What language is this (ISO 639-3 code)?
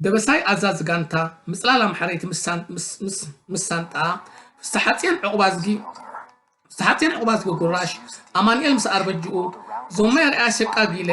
tir